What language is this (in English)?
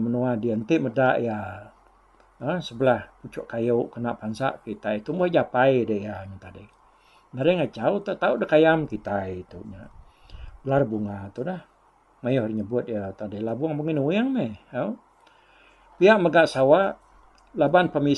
Iban